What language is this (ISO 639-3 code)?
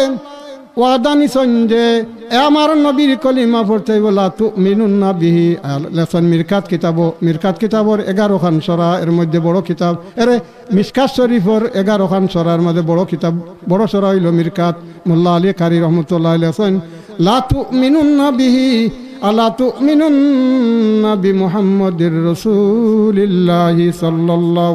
syl